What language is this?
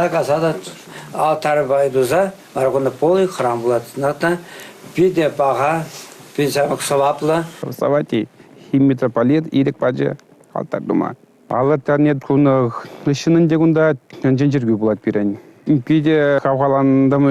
Chuvash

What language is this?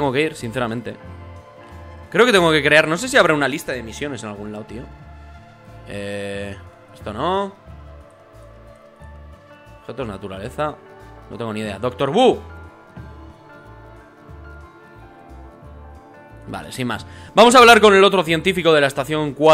Spanish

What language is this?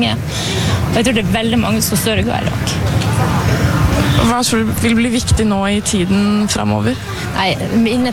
Norwegian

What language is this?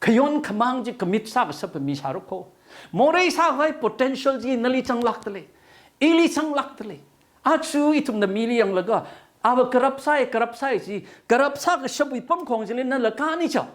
Tangkhul Naga (India)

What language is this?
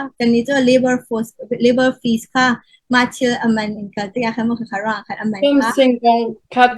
Hakha Chin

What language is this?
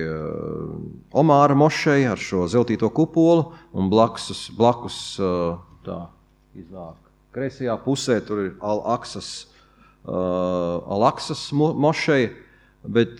Latvian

